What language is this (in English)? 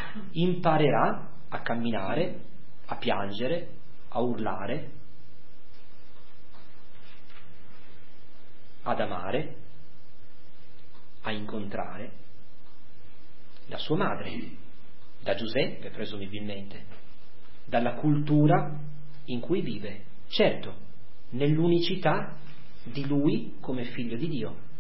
Italian